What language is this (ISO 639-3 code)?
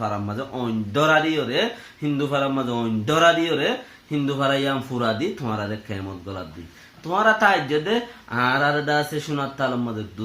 rhg